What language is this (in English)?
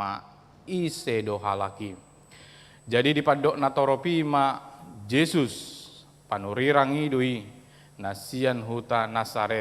Batak Toba